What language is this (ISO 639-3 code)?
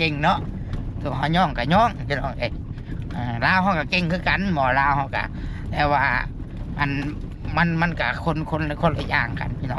tts